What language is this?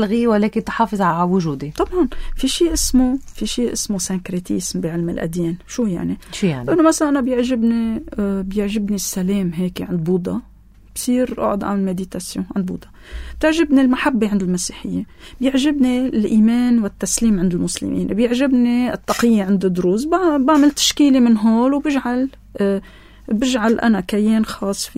North Levantine Arabic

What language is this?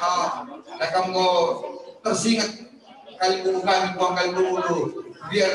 Batak Karo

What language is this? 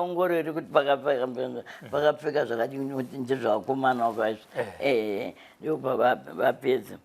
Shona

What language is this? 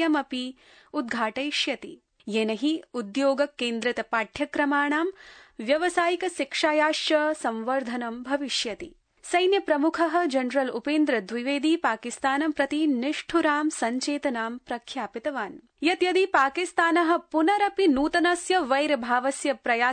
Sanskrit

